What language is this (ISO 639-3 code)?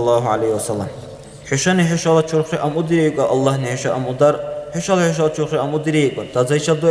dar